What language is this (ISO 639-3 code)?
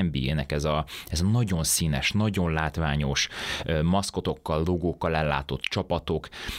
hun